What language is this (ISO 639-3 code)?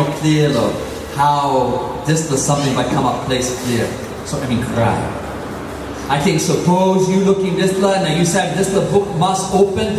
tpi